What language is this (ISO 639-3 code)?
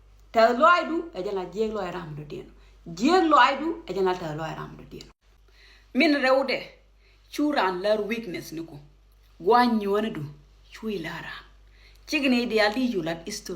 nus